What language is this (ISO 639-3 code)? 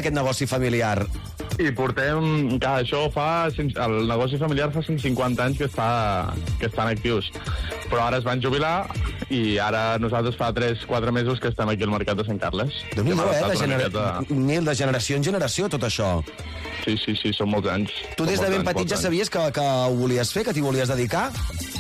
cat